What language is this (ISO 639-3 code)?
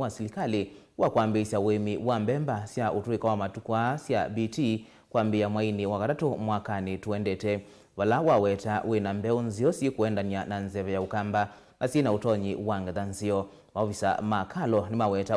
kam